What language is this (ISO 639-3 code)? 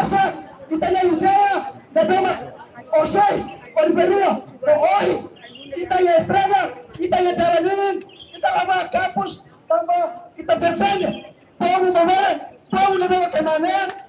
tet